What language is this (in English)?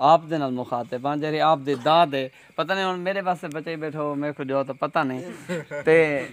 Saraiki